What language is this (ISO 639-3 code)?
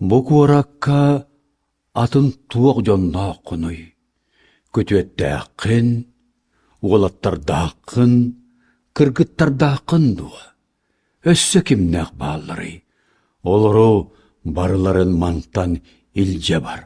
sah